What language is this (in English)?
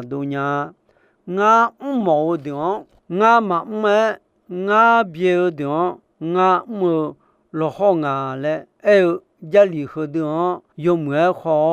Akha